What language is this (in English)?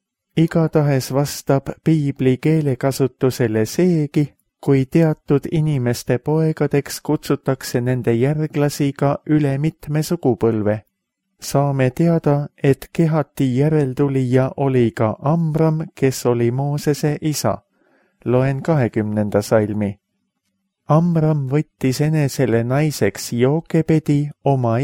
Estonian